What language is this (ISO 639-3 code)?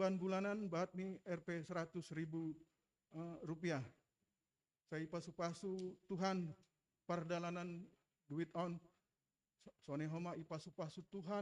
bts